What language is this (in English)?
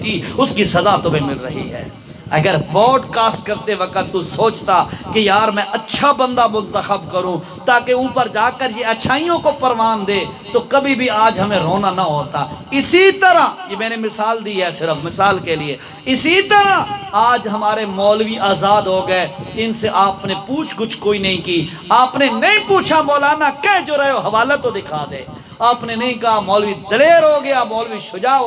Urdu